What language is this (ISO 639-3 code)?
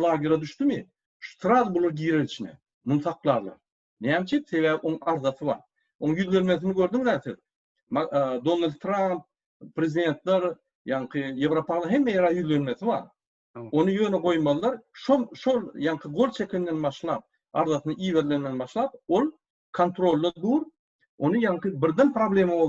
tuk